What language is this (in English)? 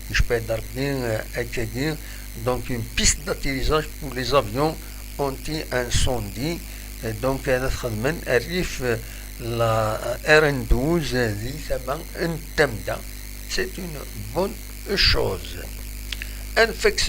Kabyle